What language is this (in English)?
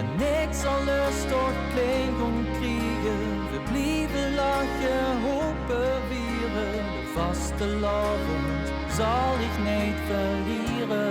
Limburgish